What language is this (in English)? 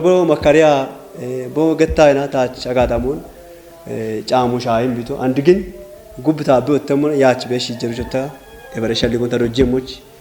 Kafa